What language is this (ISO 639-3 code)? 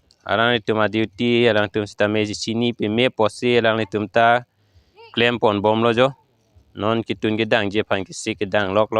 mjw